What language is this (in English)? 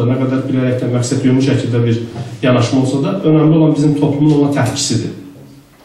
South Azerbaijani